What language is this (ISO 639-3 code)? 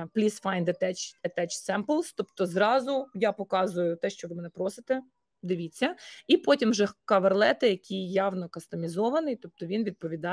ukr